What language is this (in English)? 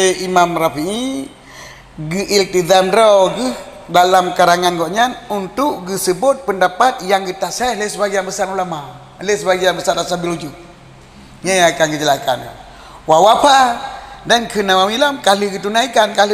Achinese